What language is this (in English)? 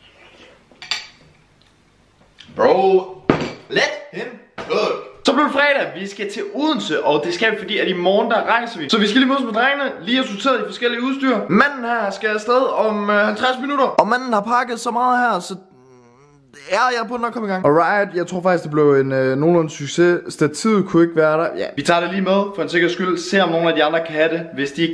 Danish